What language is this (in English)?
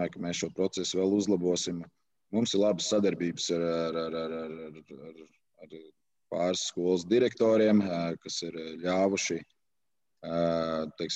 Latvian